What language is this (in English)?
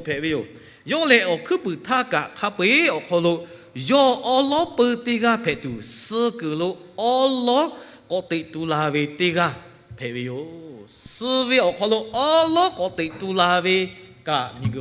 Lahu